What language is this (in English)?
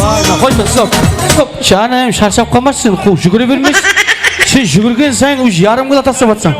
Kara-Kalpak